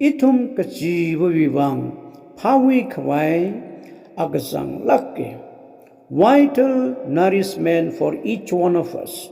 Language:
Tangkhul Naga (India)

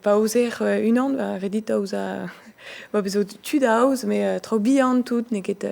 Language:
Breton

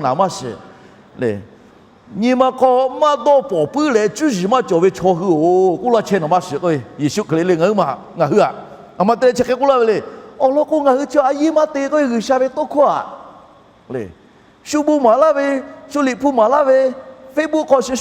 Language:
Lahu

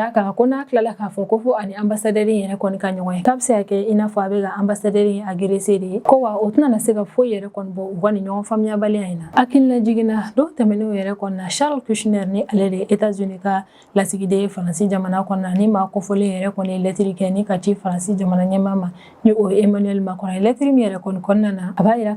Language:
Bambara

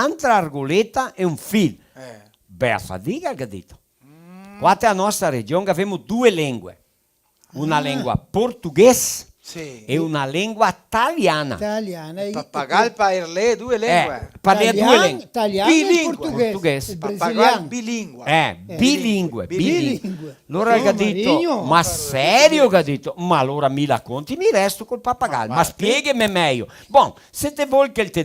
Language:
Venetian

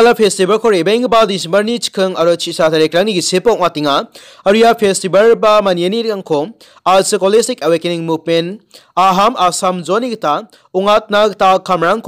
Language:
Garo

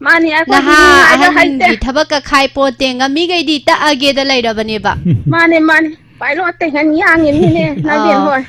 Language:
Manipuri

